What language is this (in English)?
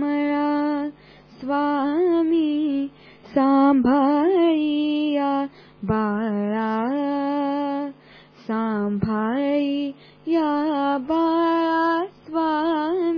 Marathi